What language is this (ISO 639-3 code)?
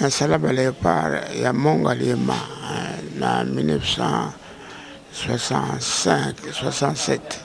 lin